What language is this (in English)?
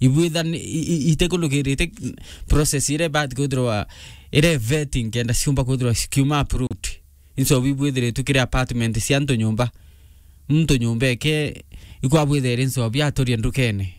Meru